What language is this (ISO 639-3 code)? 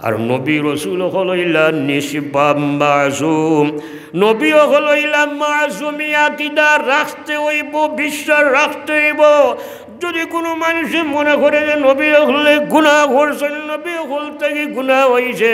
syl